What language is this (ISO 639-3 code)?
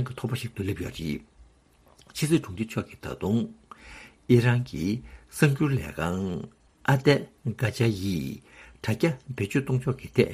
bod